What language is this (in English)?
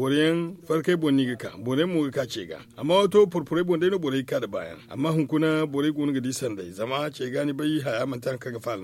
Zarma